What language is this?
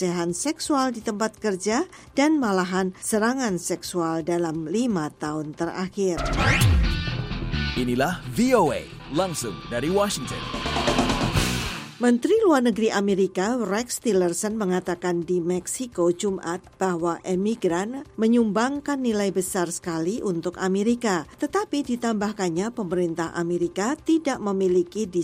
Indonesian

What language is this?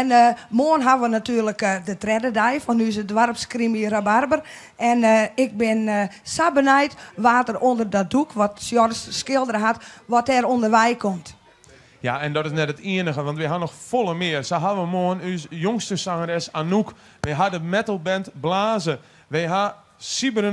Western Frisian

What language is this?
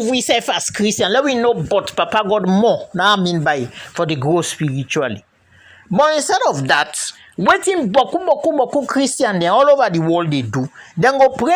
Krio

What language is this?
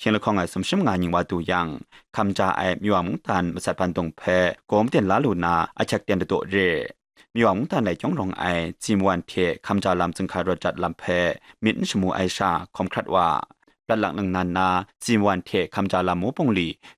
Kachin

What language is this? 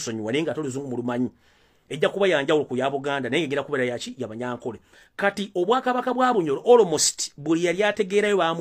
Ganda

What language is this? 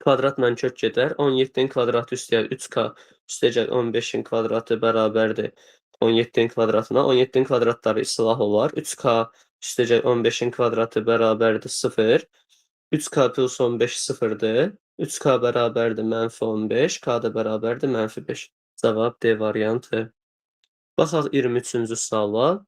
Azerbaijani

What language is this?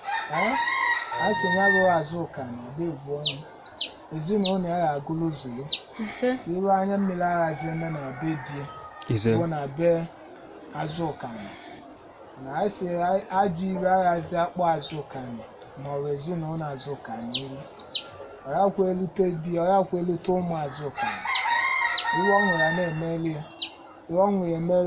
Igbo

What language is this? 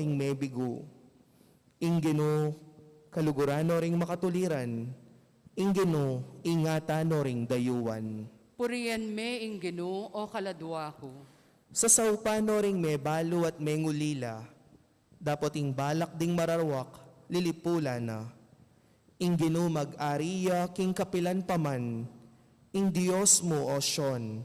Pampanga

